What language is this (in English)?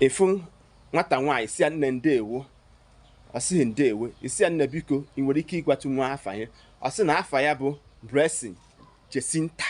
Igbo